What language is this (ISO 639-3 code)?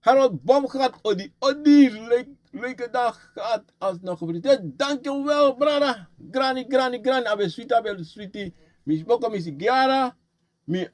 srn